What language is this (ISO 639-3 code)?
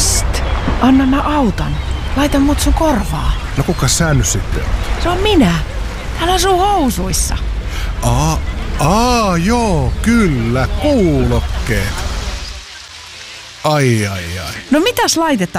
fin